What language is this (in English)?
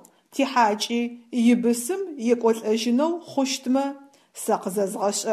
Adyghe